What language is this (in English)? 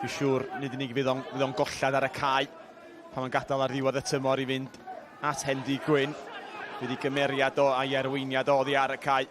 Welsh